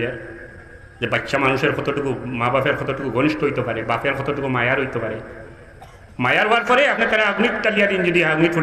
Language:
Sylheti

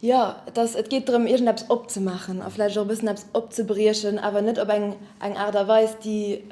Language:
Luxembourgish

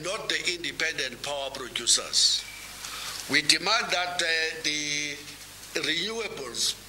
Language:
English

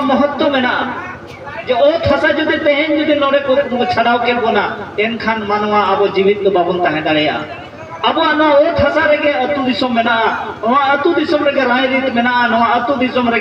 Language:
Santali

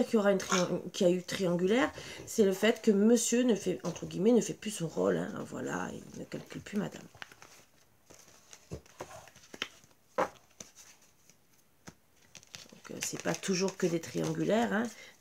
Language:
French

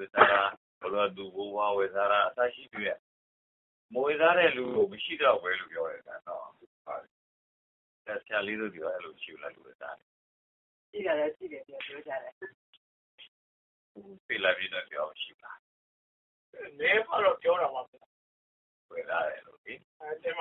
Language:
Burmese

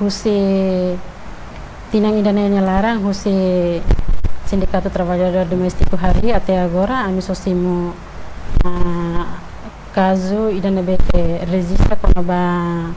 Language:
Tetum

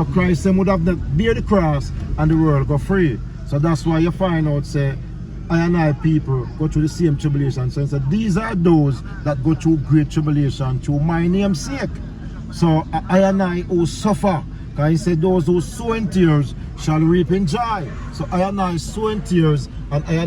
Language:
Jamaican Creole English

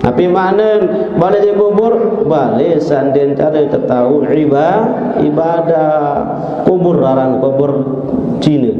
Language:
Sasak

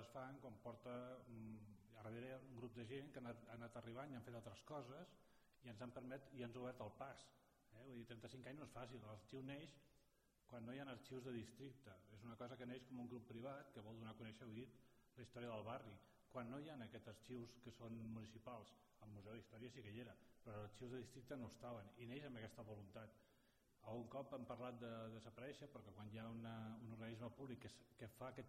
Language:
Catalan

